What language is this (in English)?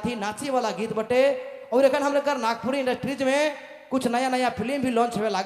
Sadri